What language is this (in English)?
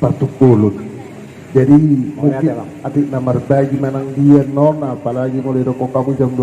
Batak Toba